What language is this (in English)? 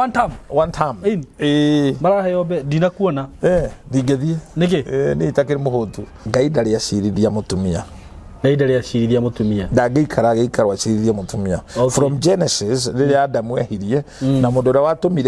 Kikuyu